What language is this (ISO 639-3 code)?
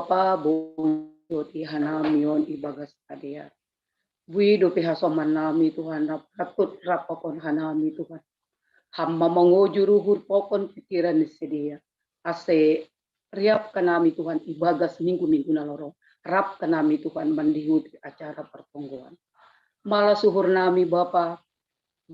bts